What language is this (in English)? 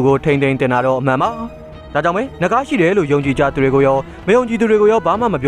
Burmese